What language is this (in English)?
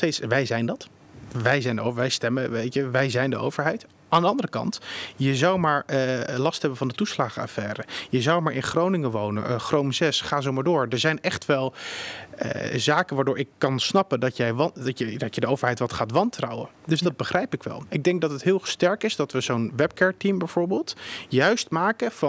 Dutch